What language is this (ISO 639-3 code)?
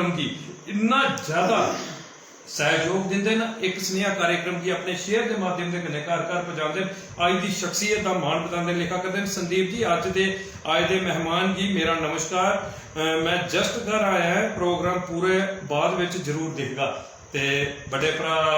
doi